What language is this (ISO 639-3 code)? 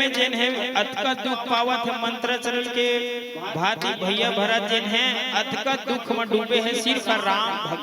hne